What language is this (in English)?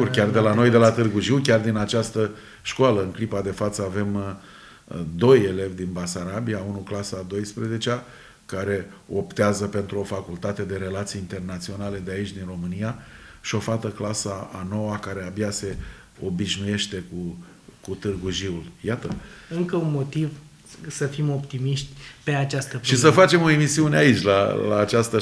Romanian